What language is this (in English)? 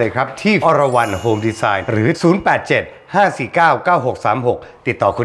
Thai